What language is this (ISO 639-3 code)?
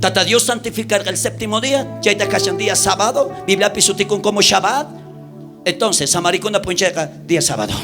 quh